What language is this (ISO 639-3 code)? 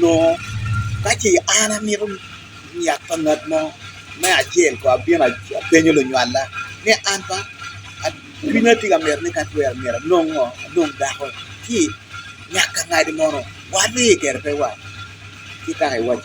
ach